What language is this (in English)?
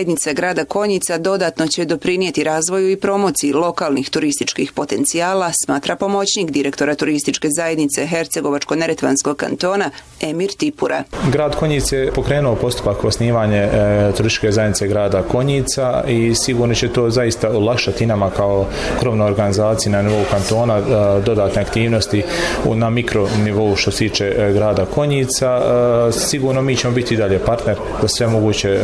Bosnian